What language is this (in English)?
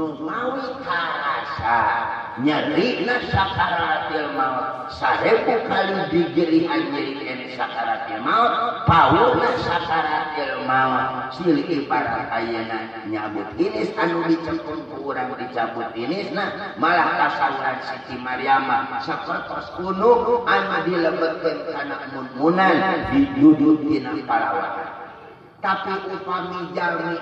Sundanese